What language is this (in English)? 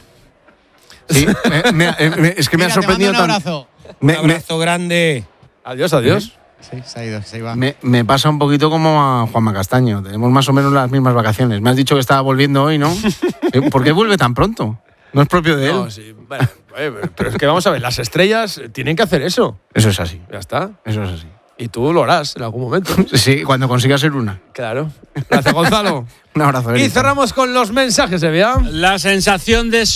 Spanish